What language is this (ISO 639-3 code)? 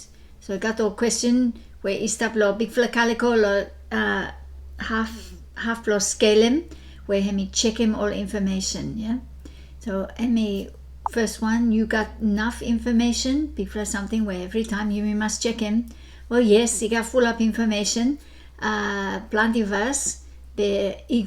bis